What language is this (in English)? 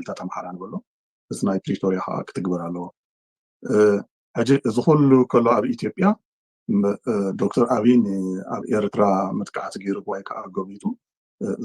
Tigrinya